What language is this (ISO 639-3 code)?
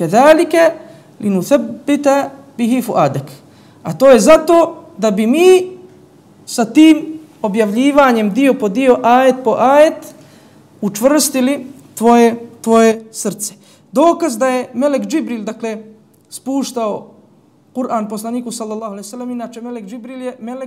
bos